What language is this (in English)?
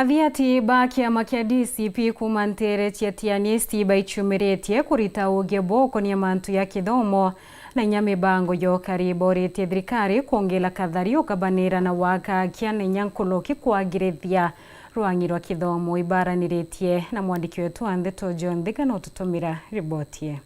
Meru